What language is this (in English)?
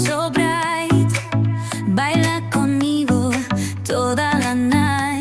Kok Borok